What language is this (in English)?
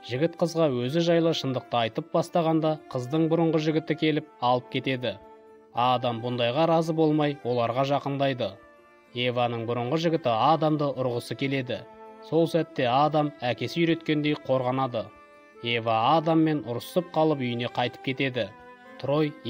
Kazakh